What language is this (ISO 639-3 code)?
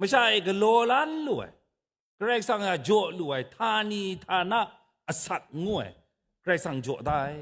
kac